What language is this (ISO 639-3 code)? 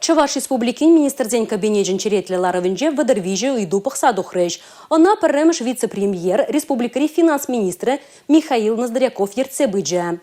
chv